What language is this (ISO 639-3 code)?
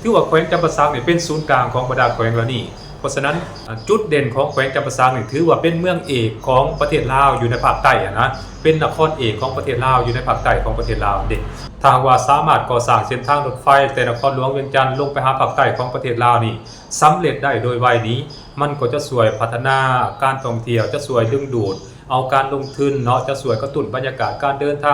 lao